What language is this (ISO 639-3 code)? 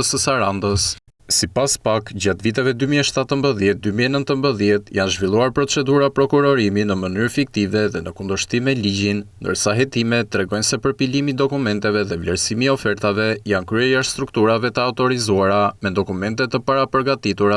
sqi